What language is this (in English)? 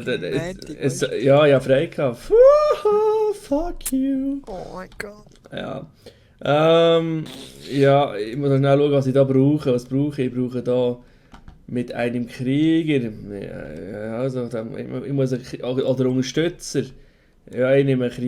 Swiss German